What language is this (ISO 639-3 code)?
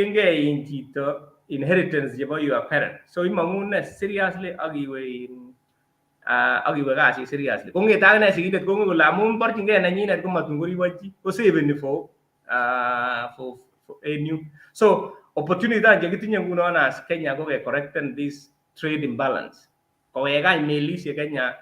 kln